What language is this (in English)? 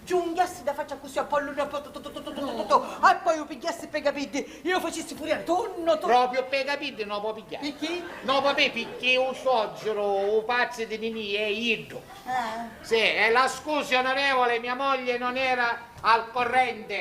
Sicilian